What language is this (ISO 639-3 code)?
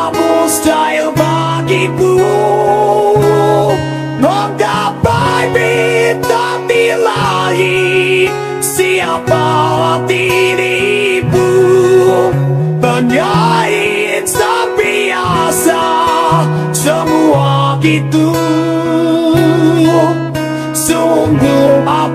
ind